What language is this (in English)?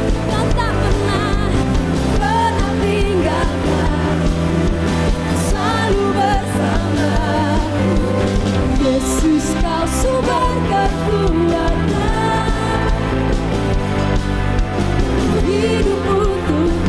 Indonesian